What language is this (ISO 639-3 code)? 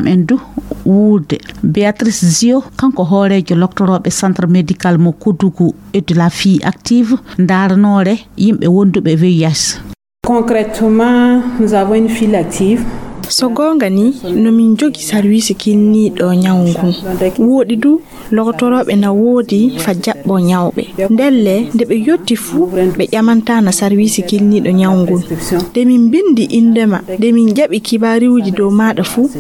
ful